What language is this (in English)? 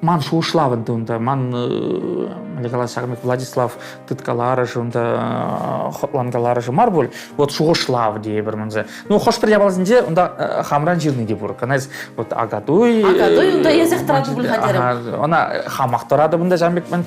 Chuvash